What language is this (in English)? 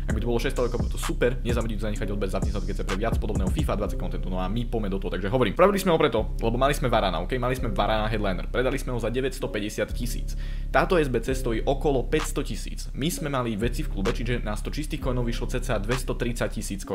Slovak